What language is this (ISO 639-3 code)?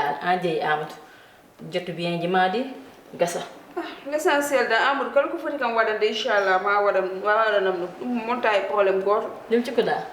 ful